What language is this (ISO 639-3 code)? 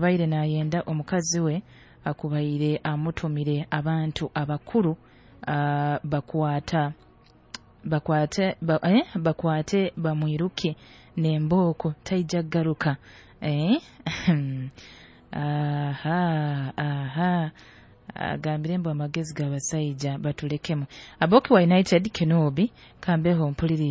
nyo